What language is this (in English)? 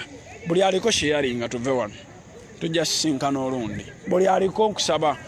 Ganda